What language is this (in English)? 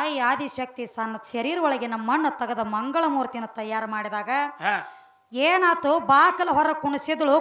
Kannada